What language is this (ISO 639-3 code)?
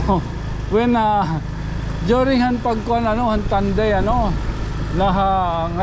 war